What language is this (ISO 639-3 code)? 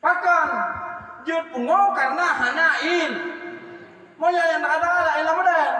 ace